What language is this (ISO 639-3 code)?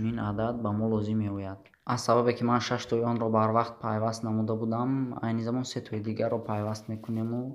tgk